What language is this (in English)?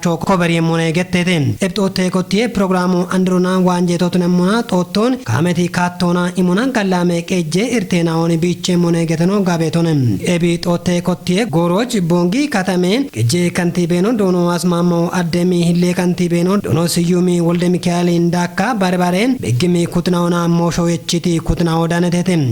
Kafa